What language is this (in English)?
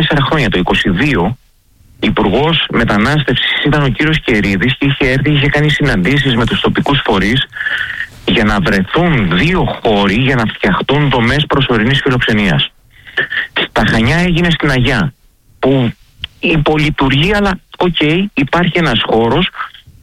Greek